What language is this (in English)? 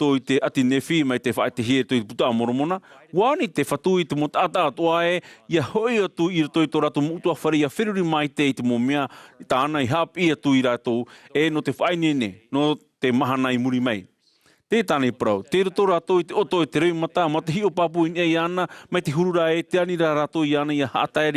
Tahitian